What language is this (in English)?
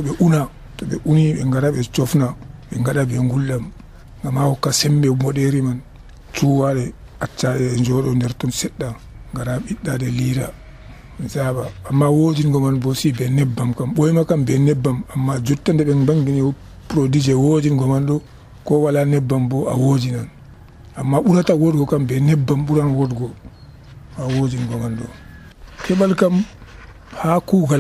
Nigerian Fulfulde